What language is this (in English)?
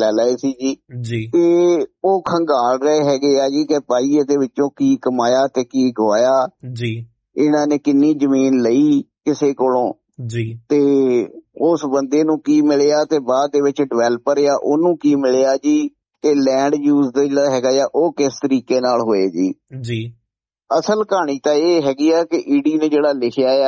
Punjabi